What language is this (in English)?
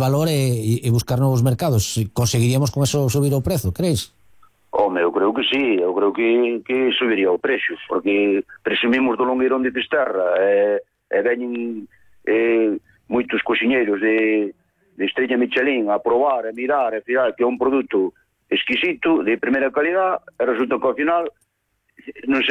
Galician